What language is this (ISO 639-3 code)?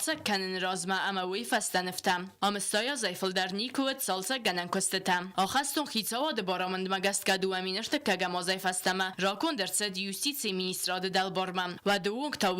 oss